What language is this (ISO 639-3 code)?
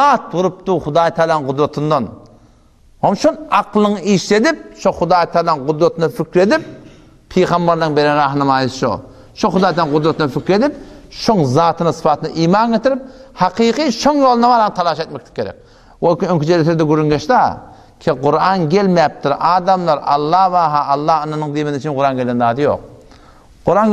tuk